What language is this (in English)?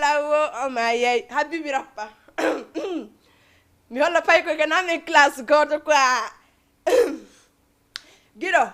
Fula